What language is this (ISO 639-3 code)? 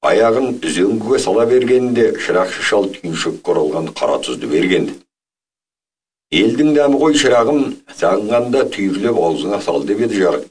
kaz